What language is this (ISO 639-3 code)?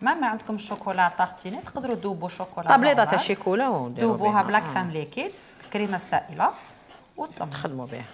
arq